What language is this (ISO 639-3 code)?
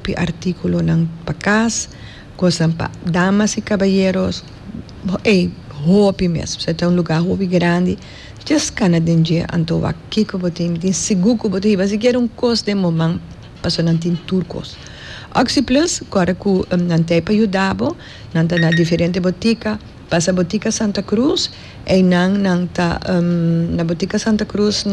pap